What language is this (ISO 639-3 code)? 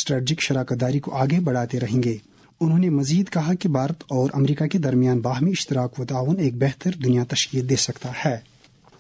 urd